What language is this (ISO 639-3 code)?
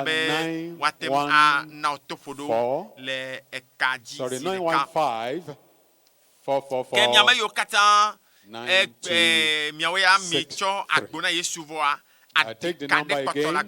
ewe